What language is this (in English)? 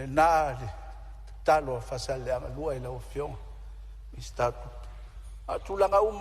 Samoan